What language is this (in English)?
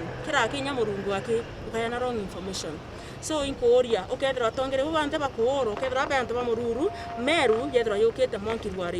Meru